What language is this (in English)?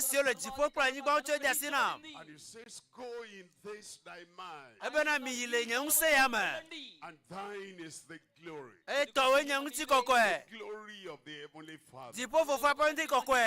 Ewe